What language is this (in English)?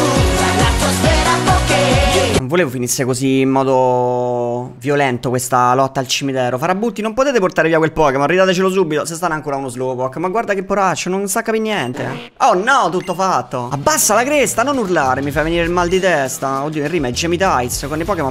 Italian